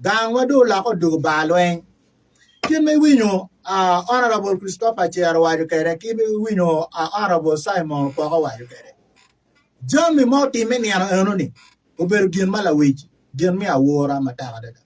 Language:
Acoli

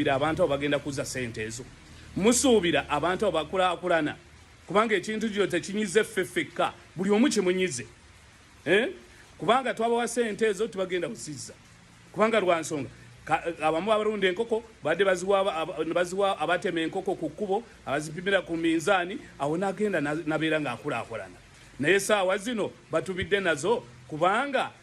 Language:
Ganda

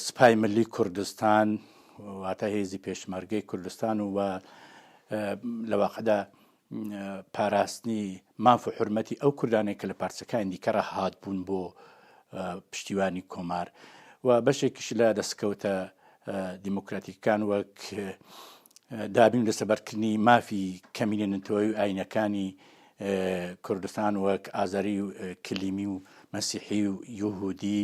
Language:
Central Kurdish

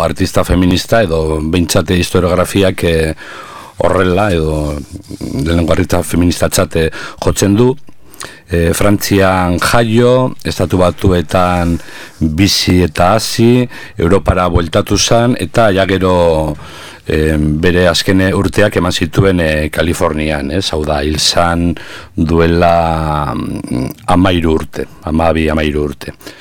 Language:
Basque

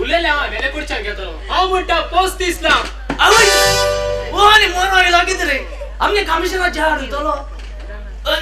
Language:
Konkani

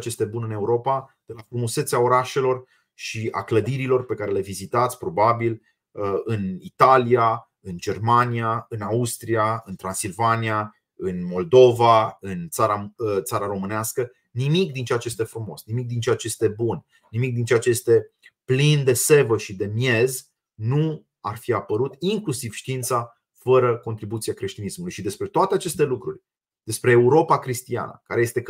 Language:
Romanian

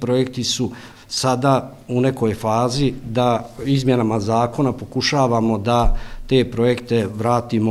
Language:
Bosnian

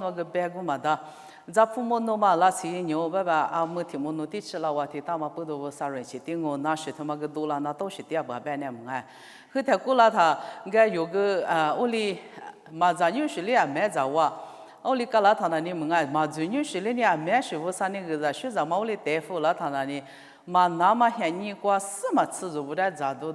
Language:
Lisu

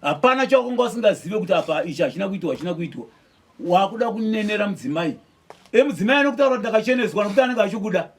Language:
Shona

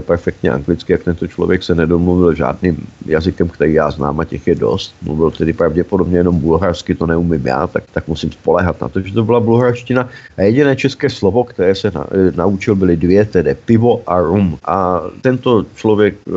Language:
Czech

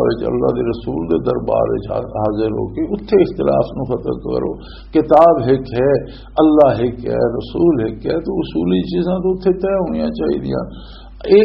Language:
Western Panjabi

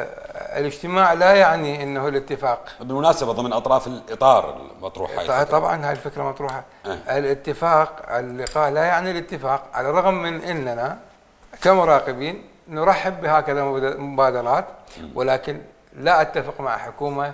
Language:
Mesopotamian Arabic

